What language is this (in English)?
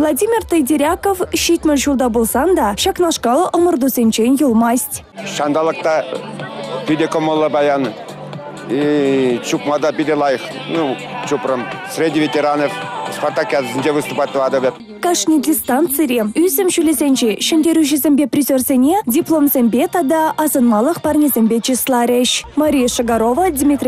Chuvash